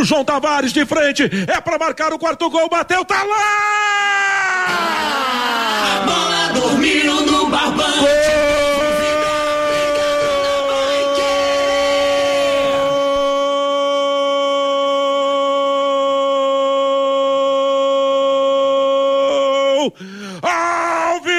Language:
Portuguese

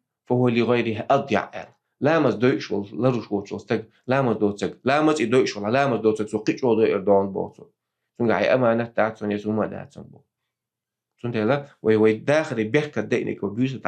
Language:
Chechen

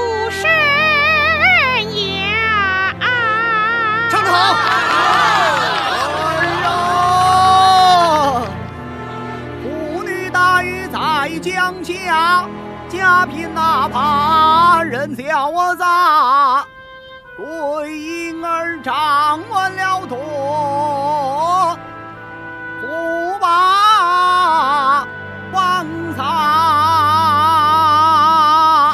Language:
Chinese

